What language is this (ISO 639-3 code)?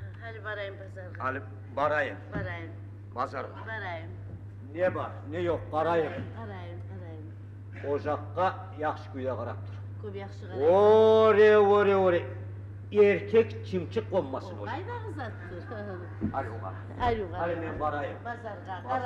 kum